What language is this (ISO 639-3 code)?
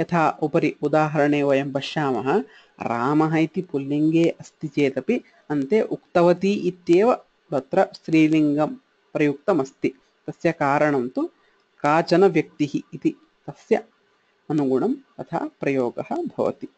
san